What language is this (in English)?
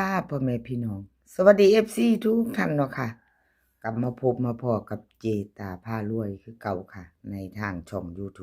Lao